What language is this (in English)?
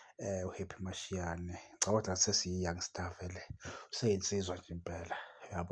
Zulu